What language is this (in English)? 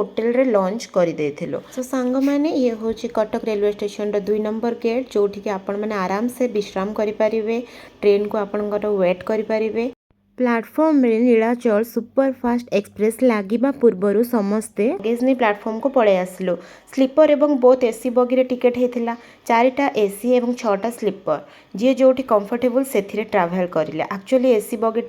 Odia